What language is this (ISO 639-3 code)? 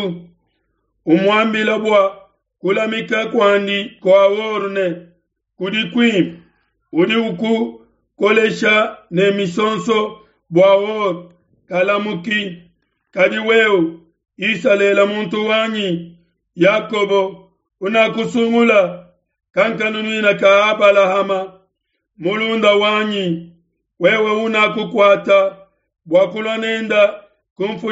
lua